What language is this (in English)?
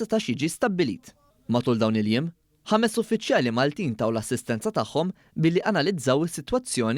Maltese